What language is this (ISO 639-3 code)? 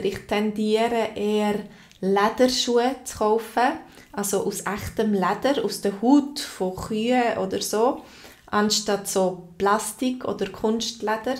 gsw